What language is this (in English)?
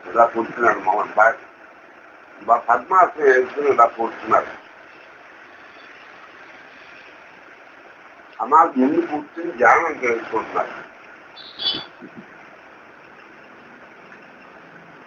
Telugu